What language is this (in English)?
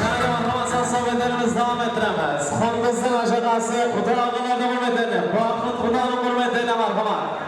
Kara-Kalpak